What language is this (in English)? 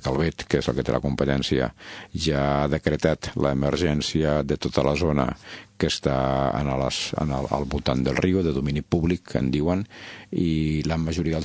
Catalan